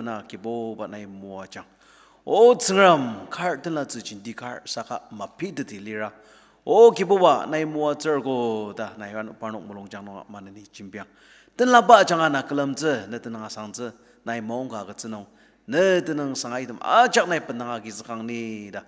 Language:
Ao Naga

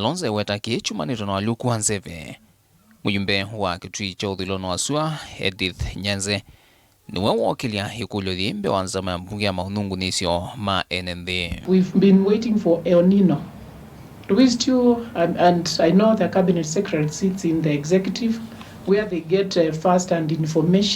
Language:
Kamba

